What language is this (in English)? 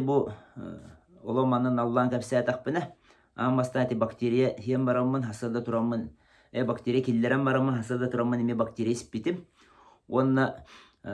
Yakut